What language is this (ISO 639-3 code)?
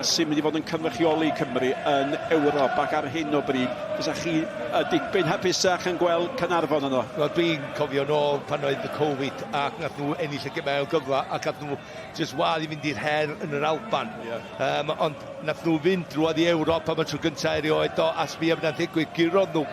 cym